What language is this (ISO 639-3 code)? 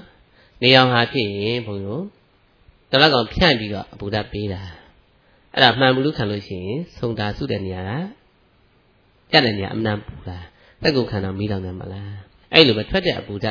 mya